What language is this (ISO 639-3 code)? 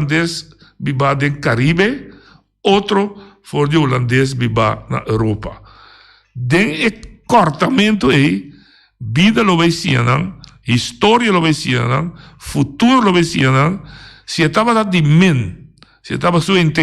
pap